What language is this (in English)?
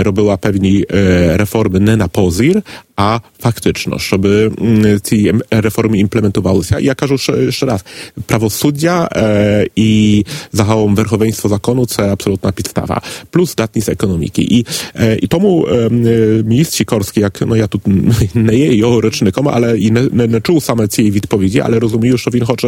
Ukrainian